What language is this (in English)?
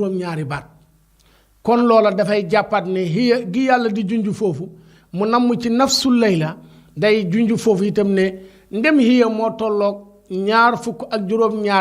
Wolof